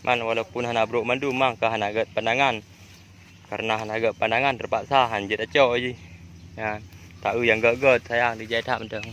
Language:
Achinese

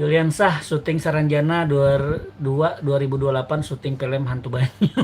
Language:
Banjar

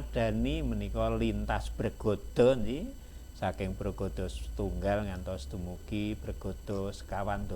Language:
Javanese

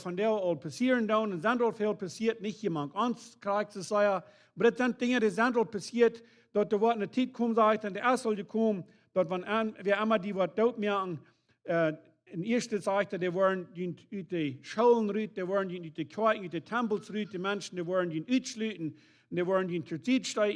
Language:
Plautdietsch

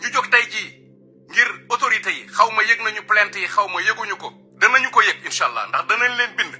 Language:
Wolof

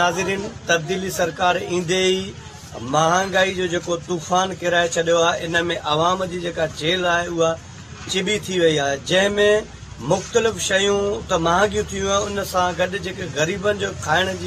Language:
Sindhi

